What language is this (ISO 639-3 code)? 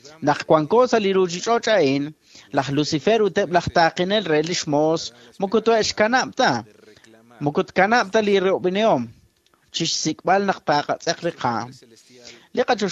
kek